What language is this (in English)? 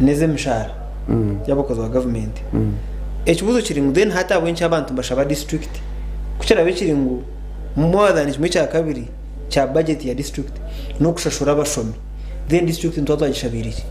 Nyankole